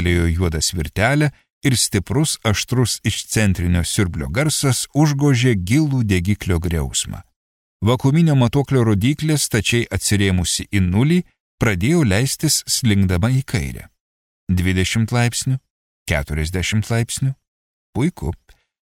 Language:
Lithuanian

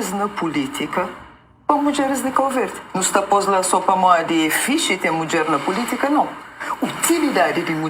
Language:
Kabuverdianu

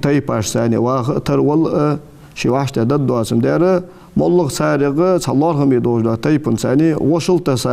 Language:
Ingush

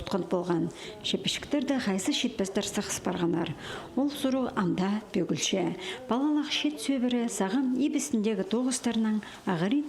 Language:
Khakas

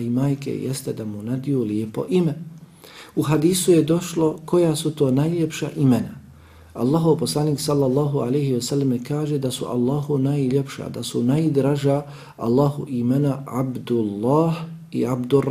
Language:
Bosnian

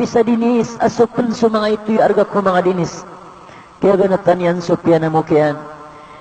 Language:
Maranao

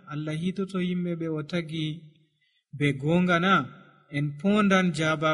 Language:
Nigerian Fulfulde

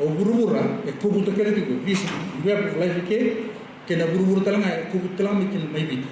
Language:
Fijian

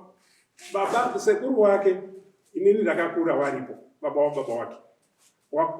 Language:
Shona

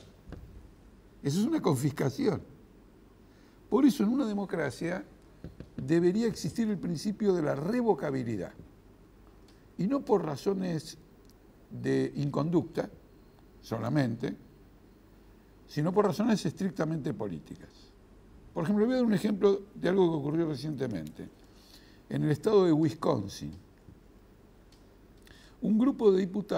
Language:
Spanish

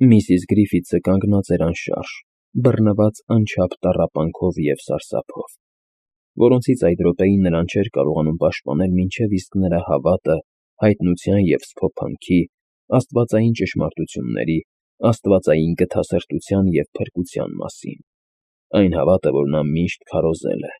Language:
Armenian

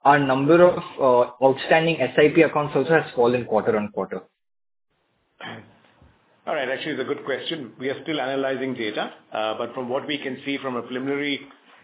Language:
English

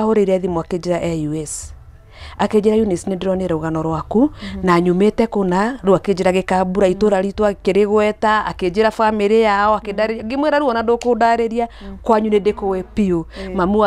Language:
Kikuyu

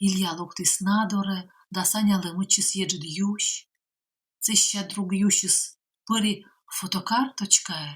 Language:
Komi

